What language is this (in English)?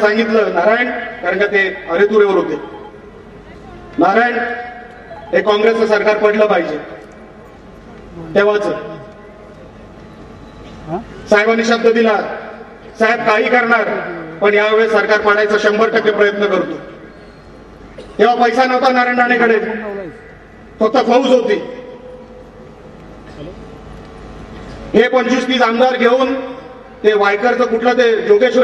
Marathi